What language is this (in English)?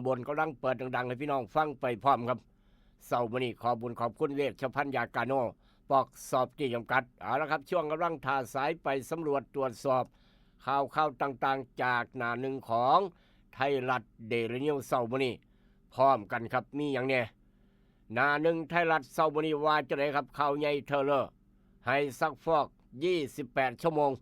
Northeastern Thai